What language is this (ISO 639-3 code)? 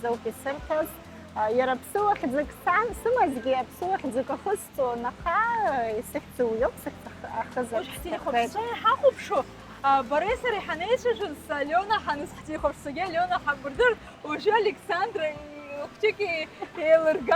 abk